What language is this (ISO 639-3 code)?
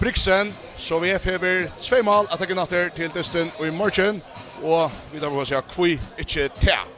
fao